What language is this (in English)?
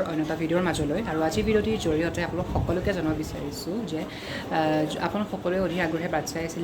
Assamese